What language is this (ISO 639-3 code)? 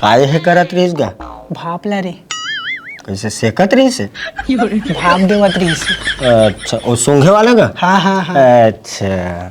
hne